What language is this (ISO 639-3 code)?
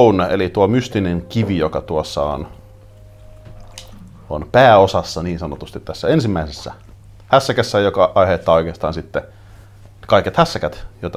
fin